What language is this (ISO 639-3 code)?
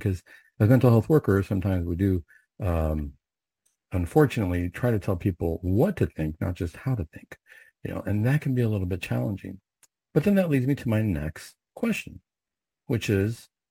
eng